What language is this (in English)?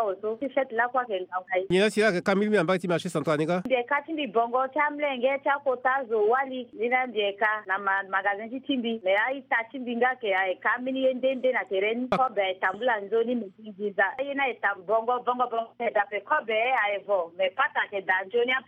Sango